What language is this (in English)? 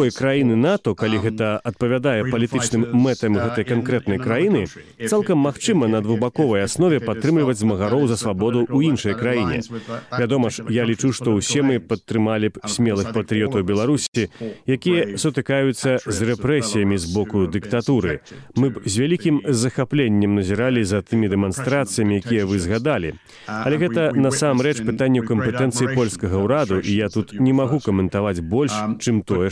Belarusian